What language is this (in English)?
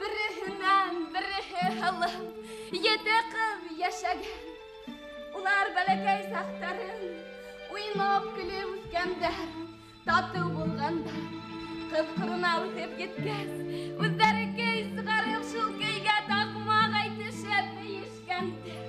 Bashkir